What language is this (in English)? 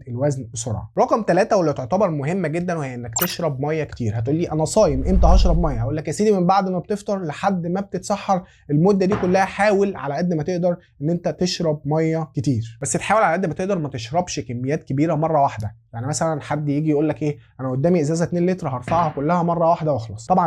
Egyptian Arabic